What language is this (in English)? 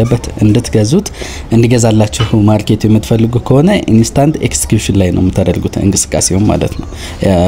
Amharic